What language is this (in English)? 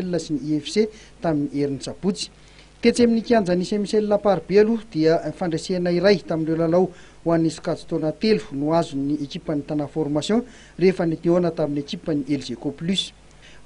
Malagasy